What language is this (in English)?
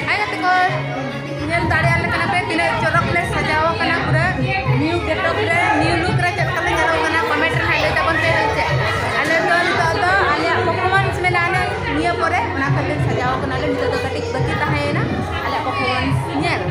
Santali